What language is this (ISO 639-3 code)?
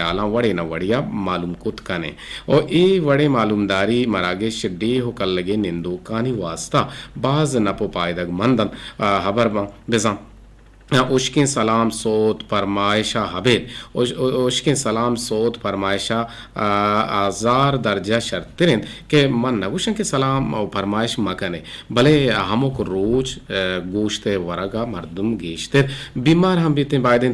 bgp